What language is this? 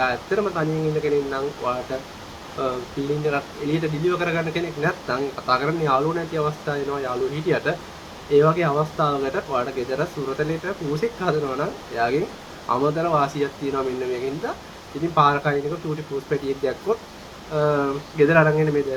Sinhala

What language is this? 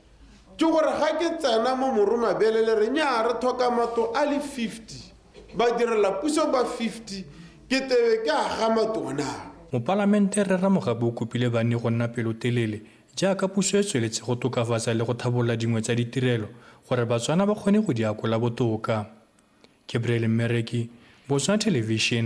Tswana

